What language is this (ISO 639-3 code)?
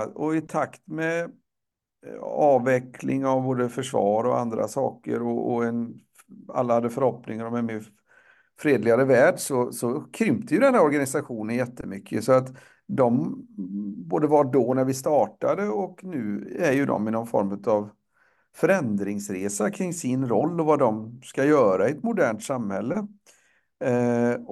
swe